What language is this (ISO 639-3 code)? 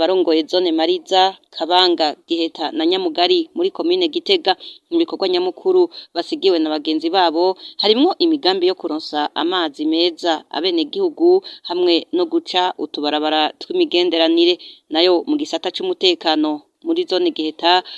run